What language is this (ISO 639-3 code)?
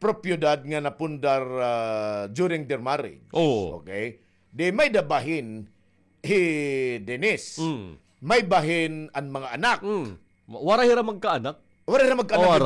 war